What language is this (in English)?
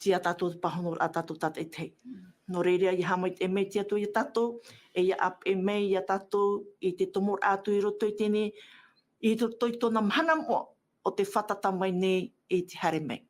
Tahitian